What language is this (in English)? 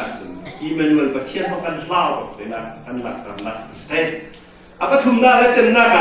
Falam Chin